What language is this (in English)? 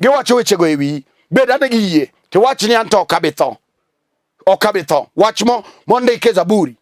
Luo (Kenya and Tanzania)